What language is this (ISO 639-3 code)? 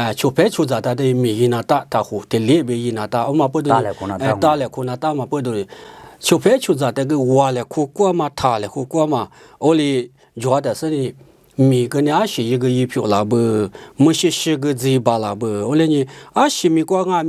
lis